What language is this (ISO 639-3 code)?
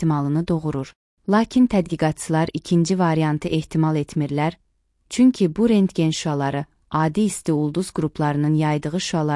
aze